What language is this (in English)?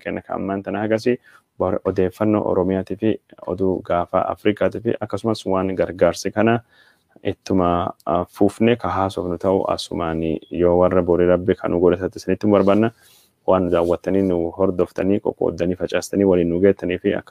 Oromo